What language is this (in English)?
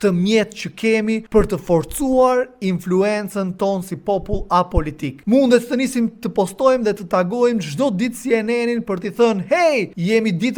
Albanian